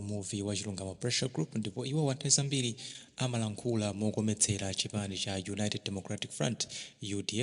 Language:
Nyanja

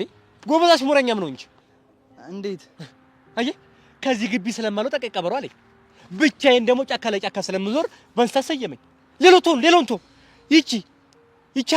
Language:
Amharic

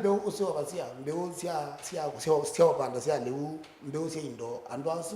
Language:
Kamba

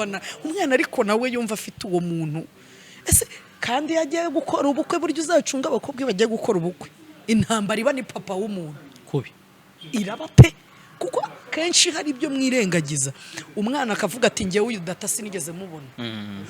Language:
Kinyarwanda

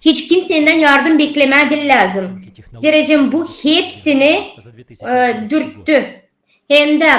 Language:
Gagauz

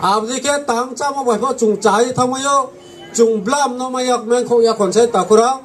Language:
Riang (India)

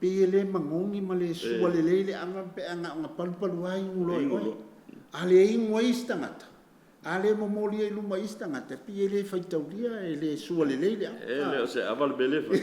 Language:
Samoan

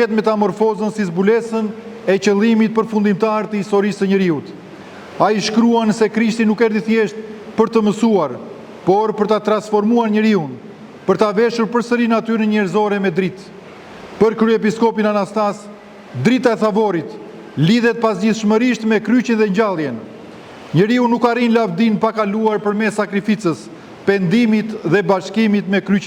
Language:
Albanian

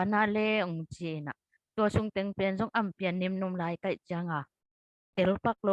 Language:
Tedim Chin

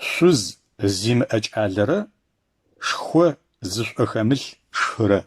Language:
Adyghe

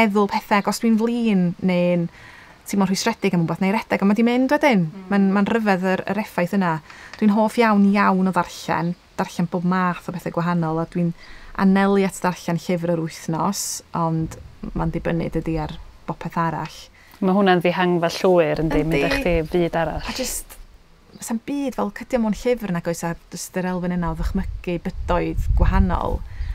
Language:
Welsh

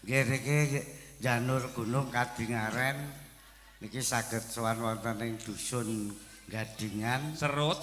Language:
Javanese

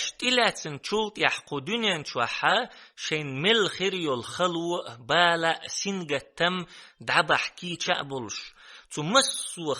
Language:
Chechen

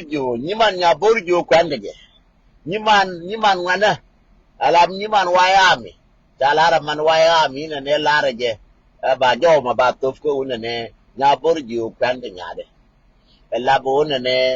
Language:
Nuer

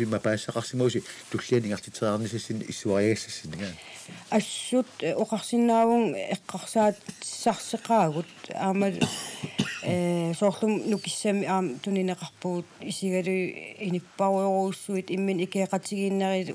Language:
Kalaallisut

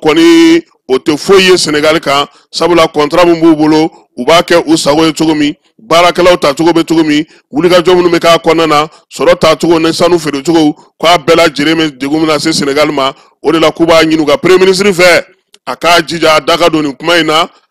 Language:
Bambara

